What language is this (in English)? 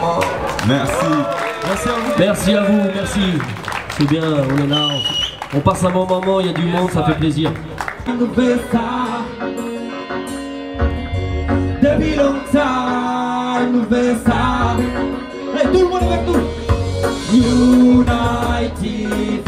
French